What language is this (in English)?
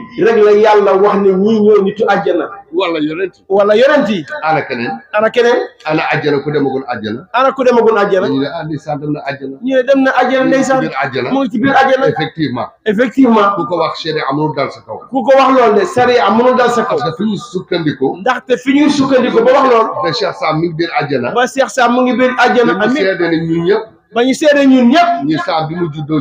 Wolof